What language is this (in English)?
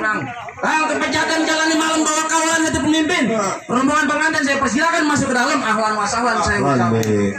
Betawi